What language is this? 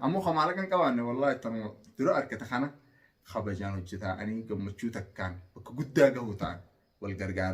Oromo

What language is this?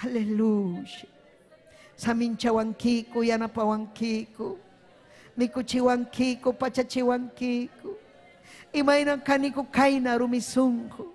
Ayacucho Quechua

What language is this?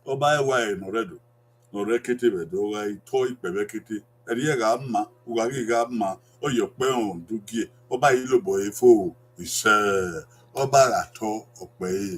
Bini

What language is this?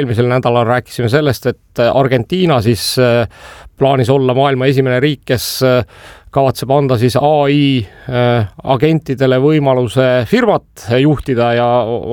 Estonian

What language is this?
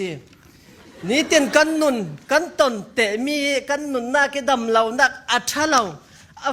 Falam Chin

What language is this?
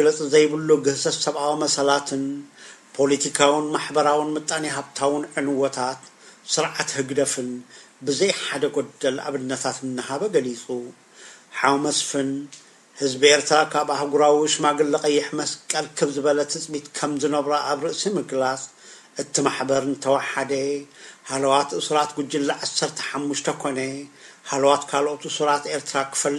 Tigrinya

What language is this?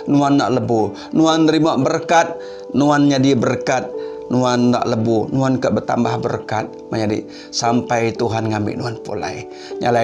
Iban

